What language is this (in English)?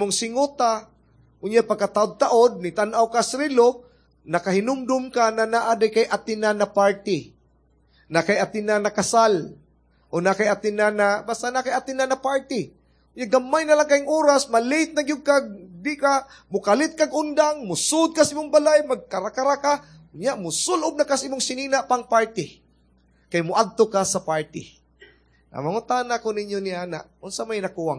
Cebuano